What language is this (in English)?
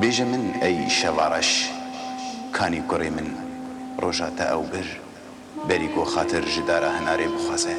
Kurdish